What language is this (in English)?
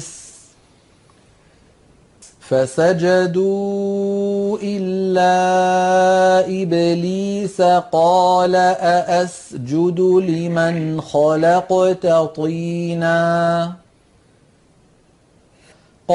Arabic